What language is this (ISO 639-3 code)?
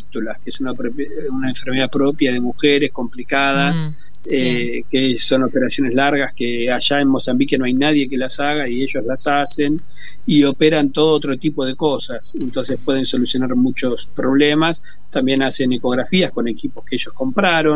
spa